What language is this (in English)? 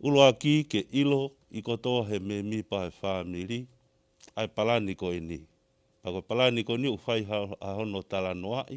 Tongan